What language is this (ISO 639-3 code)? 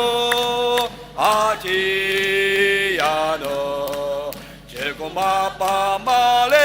njo